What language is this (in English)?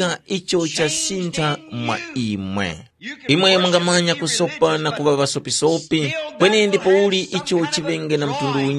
Tumbuka